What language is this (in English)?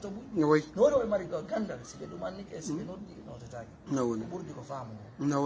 Fula